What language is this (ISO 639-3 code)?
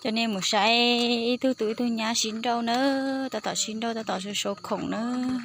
hmn